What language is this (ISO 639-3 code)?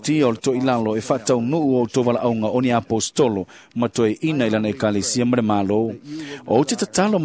smo